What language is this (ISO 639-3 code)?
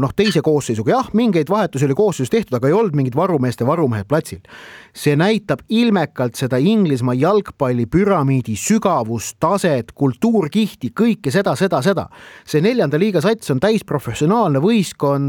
est